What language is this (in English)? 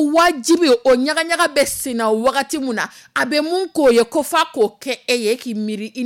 Dyula